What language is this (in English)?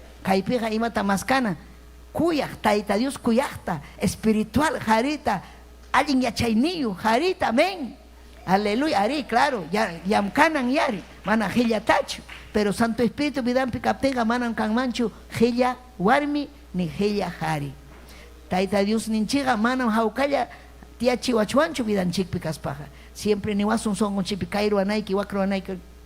Ayacucho Quechua